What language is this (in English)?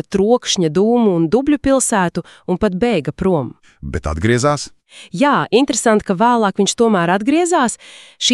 Latvian